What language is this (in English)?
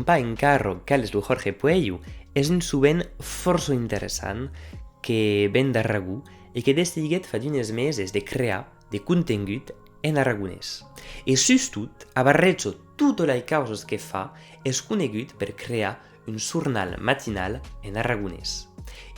Occitan